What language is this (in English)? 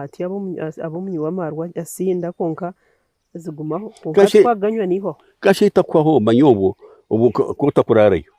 Nyankole